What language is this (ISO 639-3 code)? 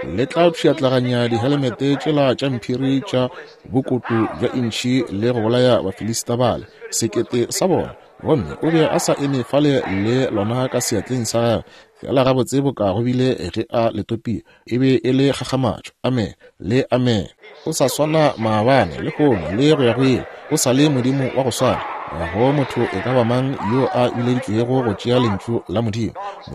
nso